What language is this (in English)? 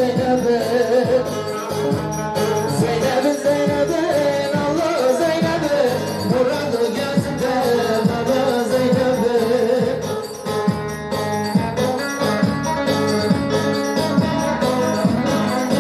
Turkish